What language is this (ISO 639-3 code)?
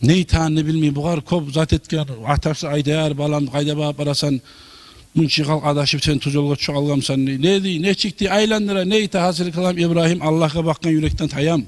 kum